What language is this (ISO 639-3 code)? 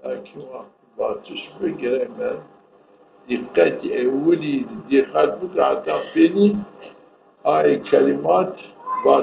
zza